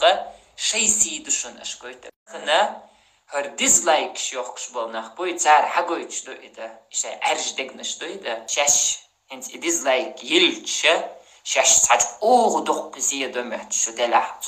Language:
Chechen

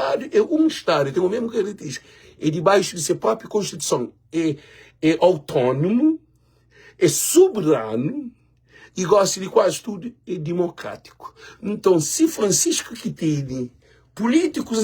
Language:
Kabuverdianu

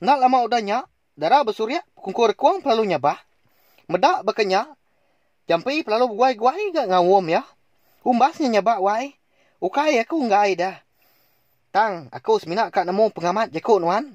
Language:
Iban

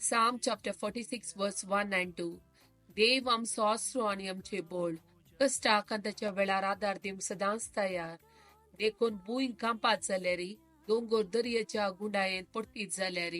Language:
Konkani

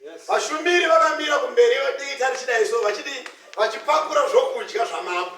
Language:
Shona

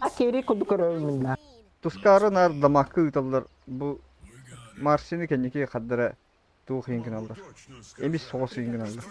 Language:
Yakut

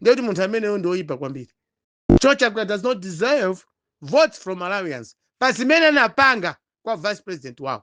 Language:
Nyanja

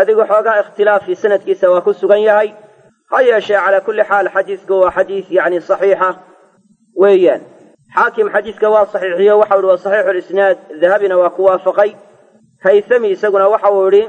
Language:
Somali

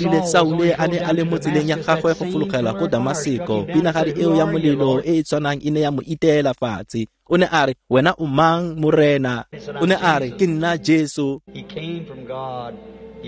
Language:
Tswana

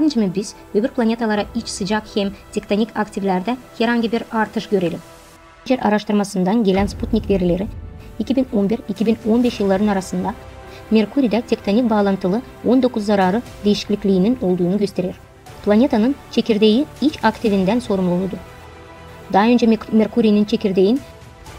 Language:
Gagauz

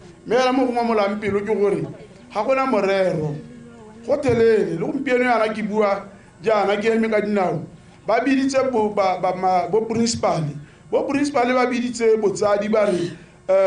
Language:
Tswana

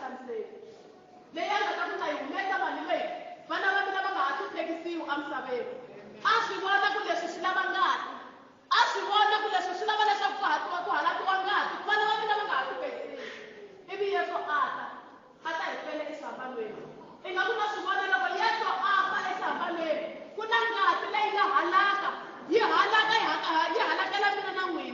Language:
Tsonga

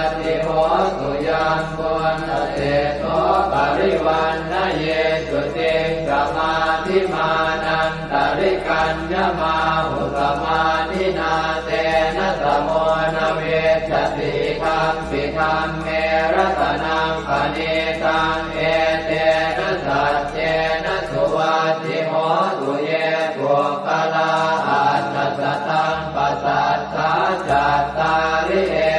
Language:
Pali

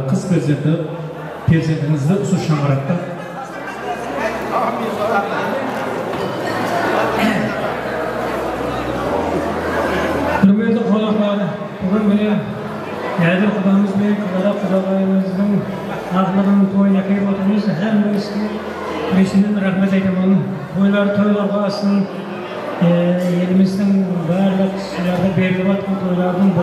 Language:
Kazakh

